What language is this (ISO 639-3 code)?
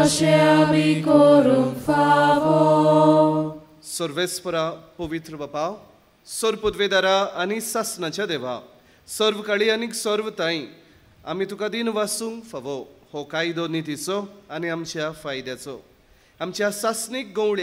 kok